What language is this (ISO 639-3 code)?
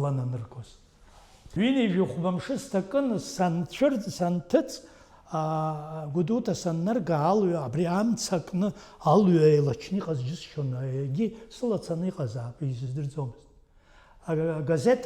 abk